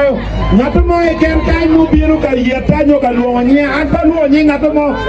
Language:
Acoli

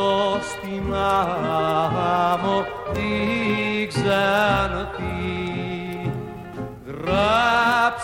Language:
Greek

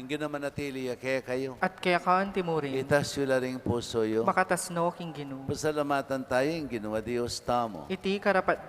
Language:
Pampanga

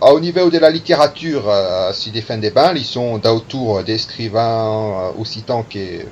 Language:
Occitan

